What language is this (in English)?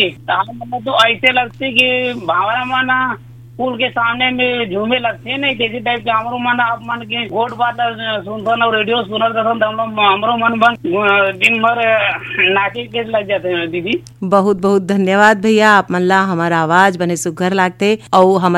Chhattisgarhi